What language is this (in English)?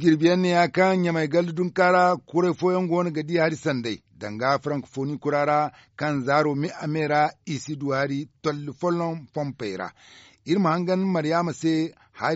Zarma